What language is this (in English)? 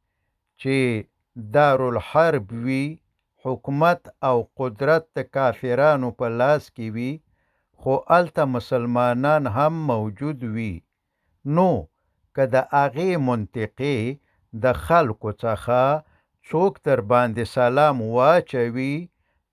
Pashto